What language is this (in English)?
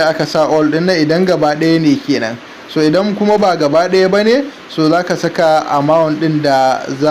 Hausa